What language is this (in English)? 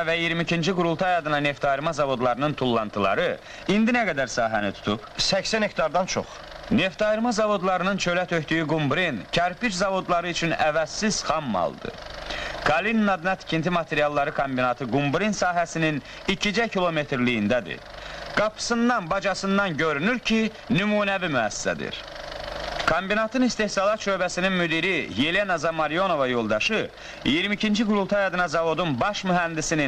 Azerbaijani